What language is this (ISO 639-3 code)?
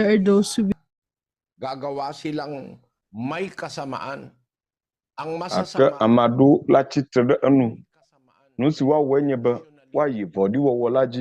ewe